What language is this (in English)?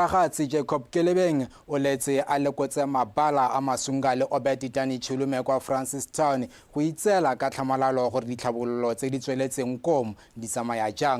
Tswana